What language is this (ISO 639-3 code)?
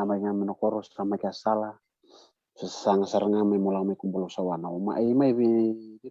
fij